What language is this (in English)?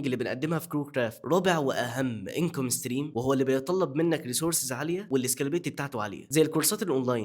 Egyptian Arabic